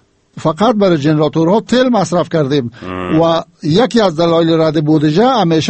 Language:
Persian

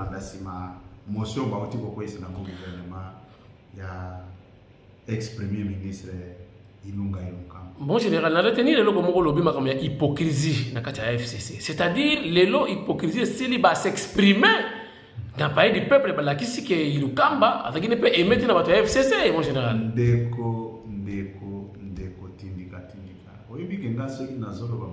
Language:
Lingala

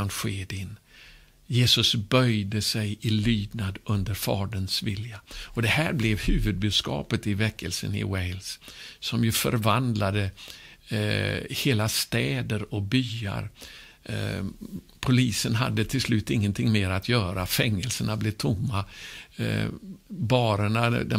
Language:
Swedish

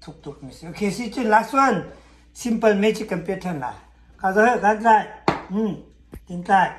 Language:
Hakha Chin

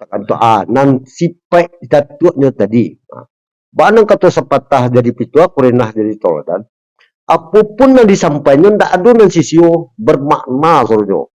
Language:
Minangkabau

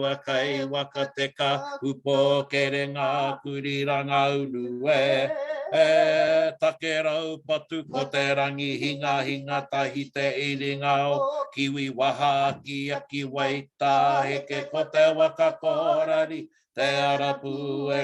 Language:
Māori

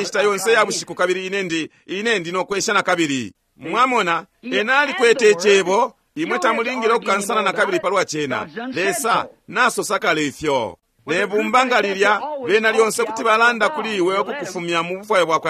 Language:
Bemba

